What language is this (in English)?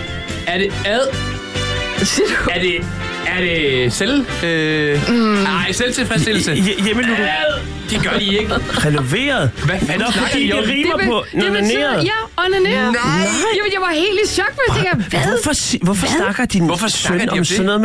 Danish